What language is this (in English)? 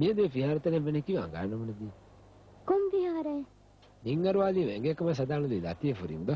Divehi